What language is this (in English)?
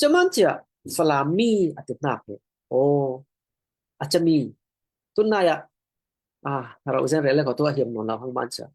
Falam Chin